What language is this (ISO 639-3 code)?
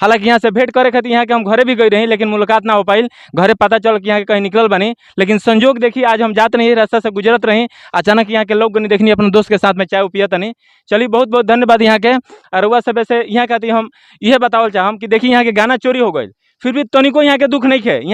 bho